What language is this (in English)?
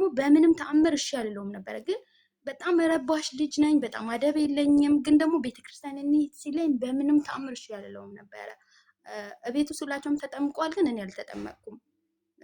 Amharic